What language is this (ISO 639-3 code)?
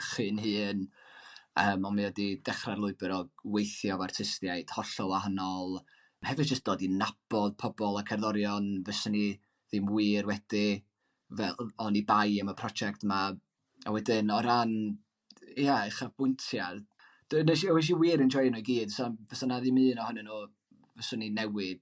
cym